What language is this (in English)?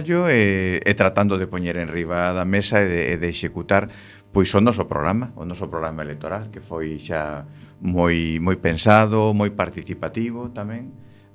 Galician